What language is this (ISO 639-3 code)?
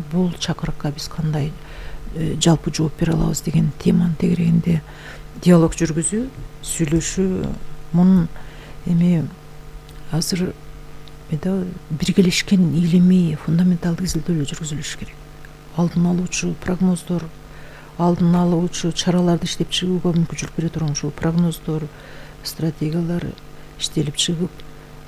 kir